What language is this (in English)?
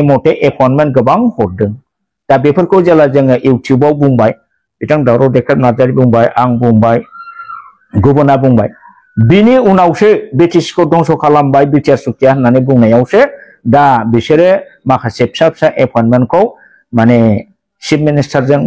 Bodo